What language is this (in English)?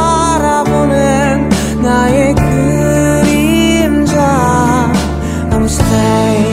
Korean